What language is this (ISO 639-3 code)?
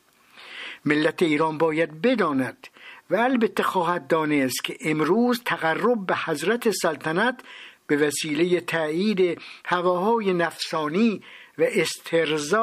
fas